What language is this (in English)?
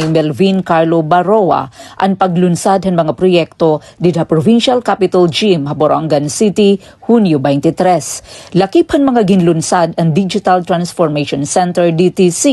Waray